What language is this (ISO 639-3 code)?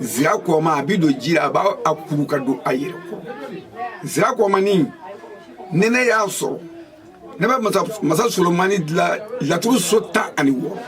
bam